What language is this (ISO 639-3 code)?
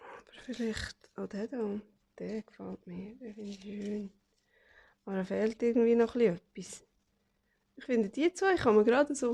gsw